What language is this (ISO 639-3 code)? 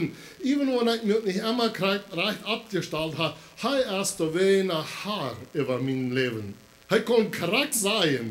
pdt